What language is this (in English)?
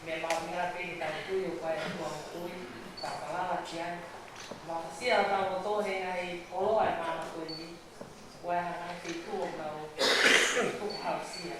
Tongan